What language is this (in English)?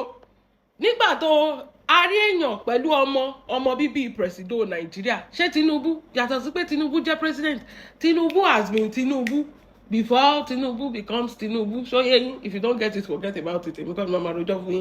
Yoruba